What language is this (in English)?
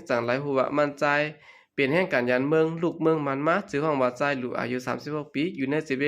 Shan